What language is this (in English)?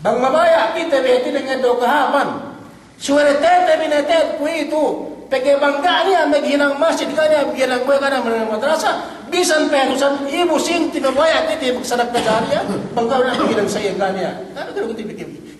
Yakan